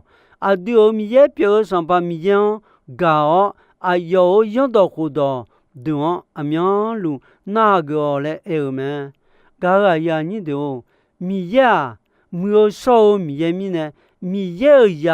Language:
Akha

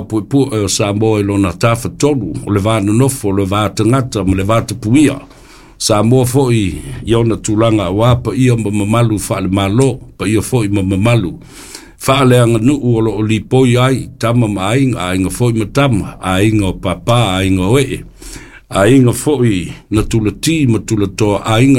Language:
Samoan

